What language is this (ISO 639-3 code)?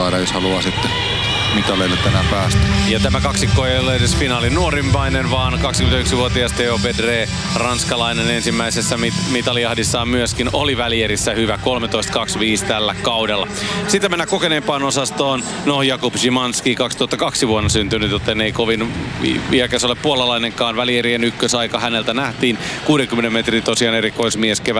fin